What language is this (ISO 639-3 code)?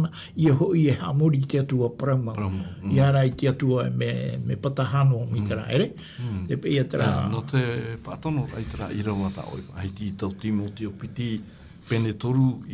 tah